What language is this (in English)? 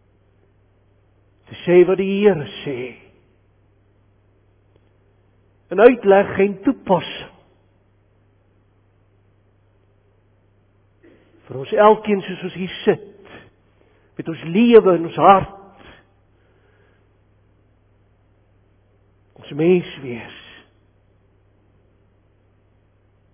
Afrikaans